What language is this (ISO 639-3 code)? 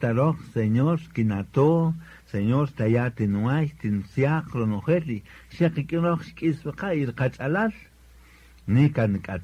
cak